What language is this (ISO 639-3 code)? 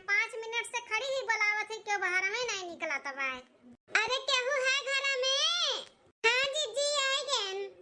awa